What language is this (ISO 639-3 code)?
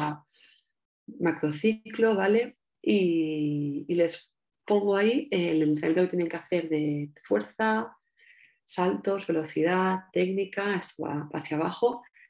spa